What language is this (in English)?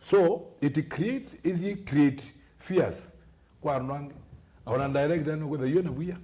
Kamba